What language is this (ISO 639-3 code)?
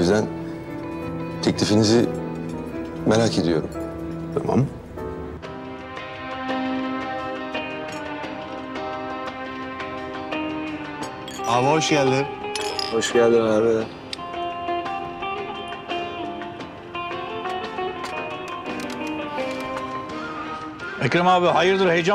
tur